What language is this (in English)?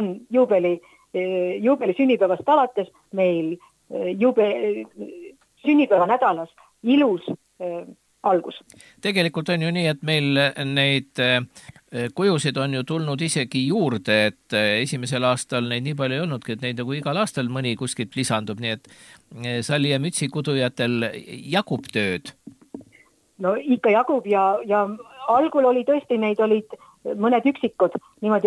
Estonian